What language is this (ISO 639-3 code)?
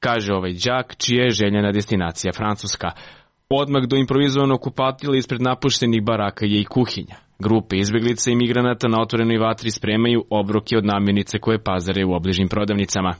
srp